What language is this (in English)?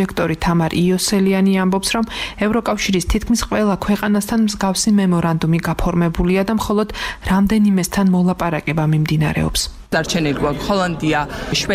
Georgian